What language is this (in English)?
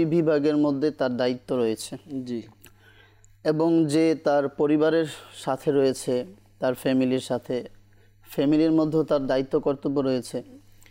Bangla